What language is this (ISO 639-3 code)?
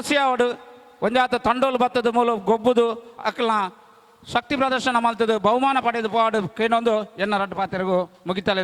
tcy